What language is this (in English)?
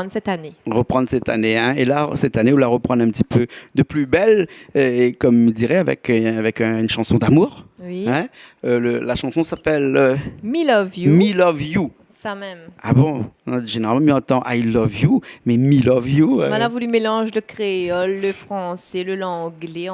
Réunion Creole French